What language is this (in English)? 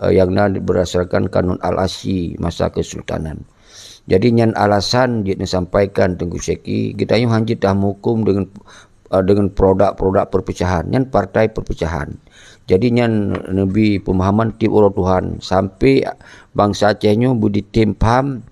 Achinese